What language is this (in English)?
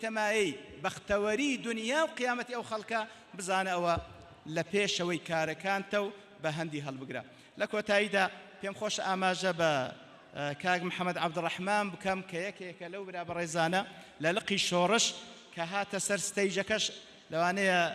Central Kurdish